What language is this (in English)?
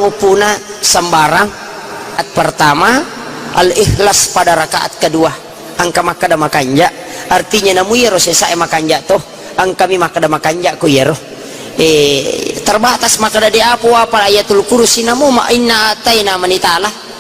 Buginese